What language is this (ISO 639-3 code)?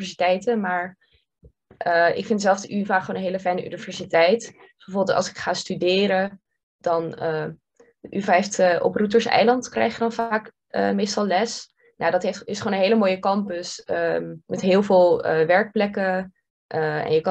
nld